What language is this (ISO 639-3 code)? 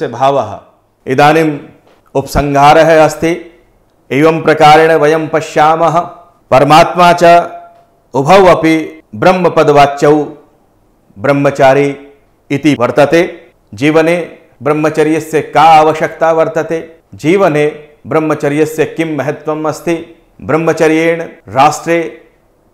san